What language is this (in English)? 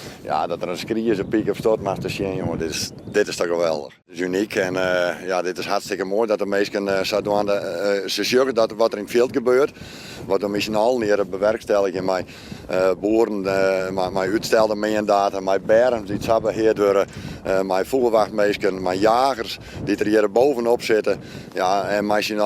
Western Frisian